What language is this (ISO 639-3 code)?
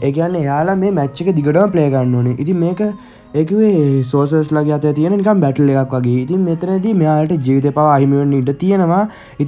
sin